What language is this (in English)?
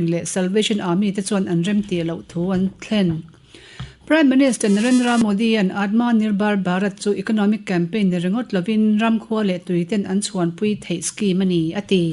Mizo